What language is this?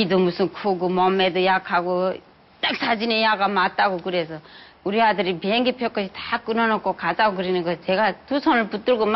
Korean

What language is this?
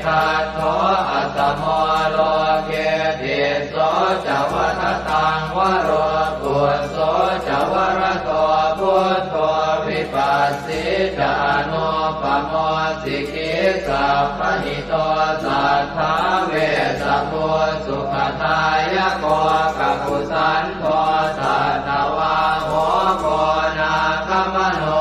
Pali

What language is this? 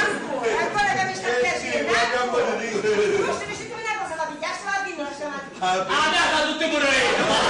Sicilian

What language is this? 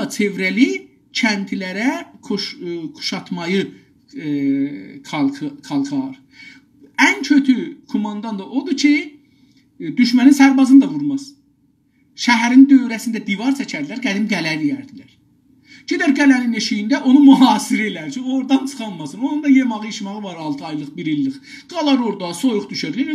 South Azerbaijani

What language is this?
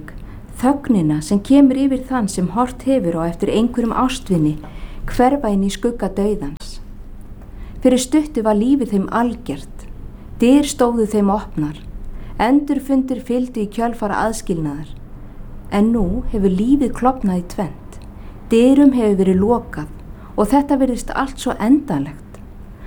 Icelandic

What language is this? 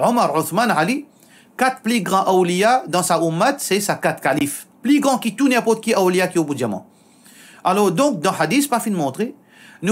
Morisyen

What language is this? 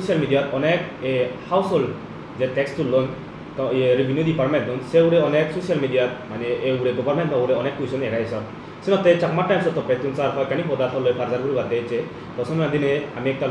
Chakma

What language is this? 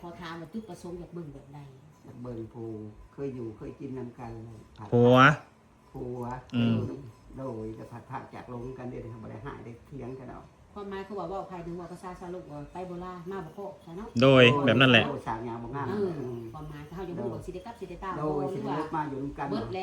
Northeastern Thai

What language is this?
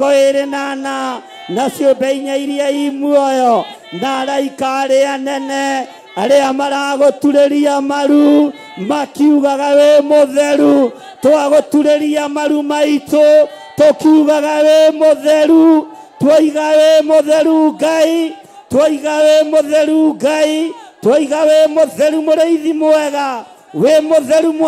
Kikuyu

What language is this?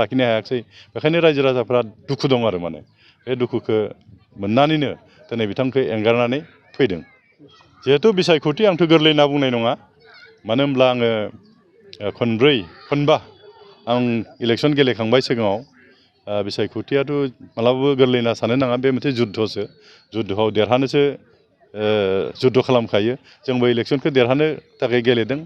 Bodo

